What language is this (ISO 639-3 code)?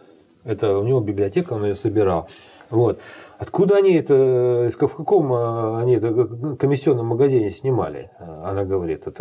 rus